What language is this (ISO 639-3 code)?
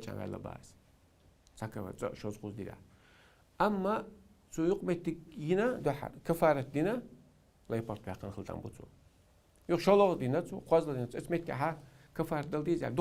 che